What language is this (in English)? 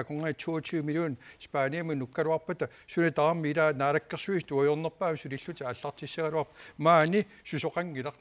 Kalaallisut